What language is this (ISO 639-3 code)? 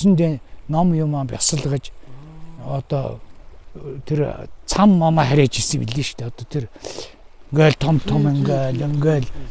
mon